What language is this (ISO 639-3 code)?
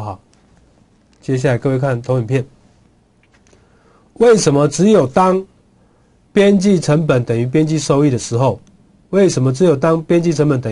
zho